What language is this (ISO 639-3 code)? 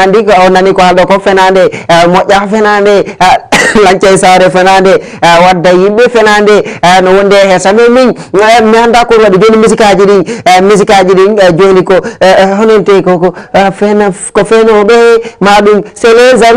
ful